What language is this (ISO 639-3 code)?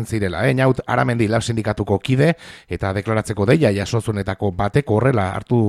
eus